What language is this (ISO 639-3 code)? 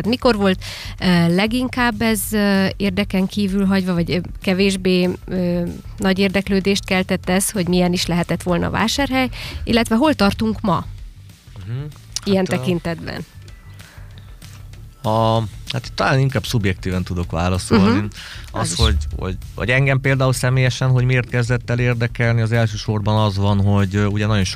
hun